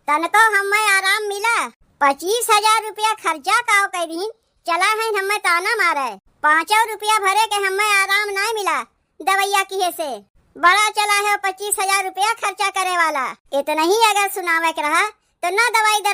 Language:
Awadhi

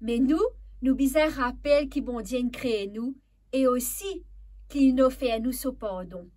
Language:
Morisyen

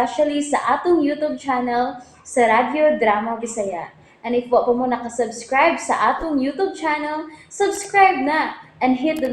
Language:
Cebuano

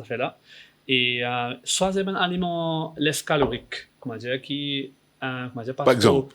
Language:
Morisyen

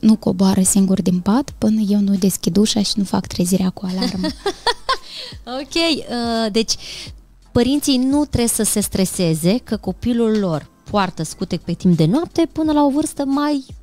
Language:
Romanian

